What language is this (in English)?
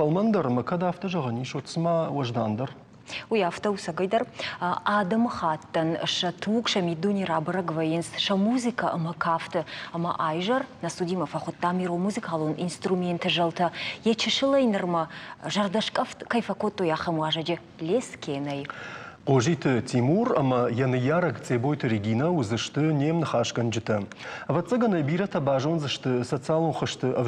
Ossetic